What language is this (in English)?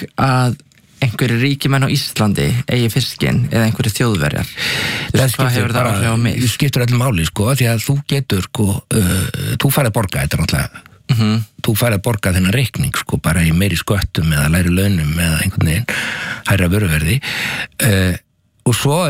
Icelandic